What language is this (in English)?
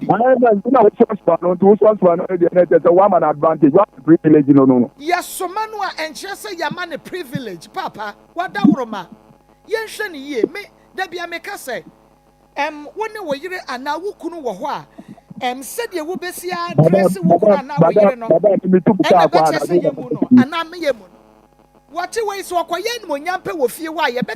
Akan